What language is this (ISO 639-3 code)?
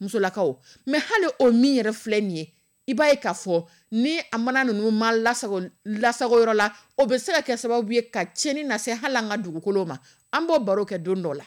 dyu